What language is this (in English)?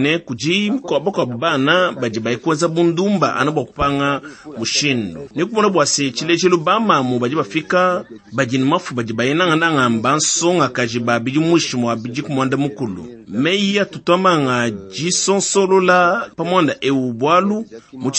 Luba-Lulua